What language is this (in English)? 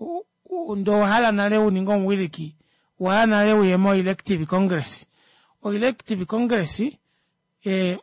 Kuanyama